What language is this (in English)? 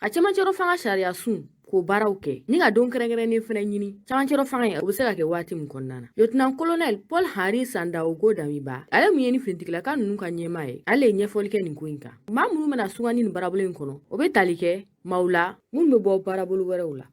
Bambara